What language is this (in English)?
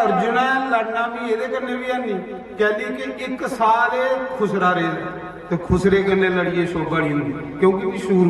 Dogri